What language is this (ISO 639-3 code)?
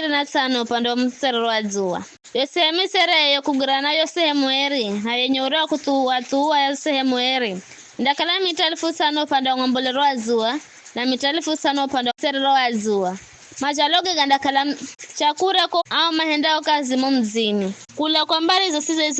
nyf